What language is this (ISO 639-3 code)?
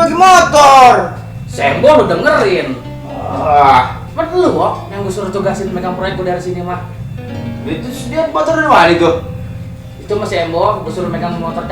bew